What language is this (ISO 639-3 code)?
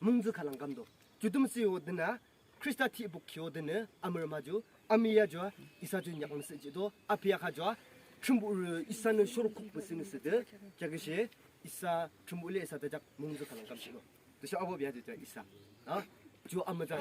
yim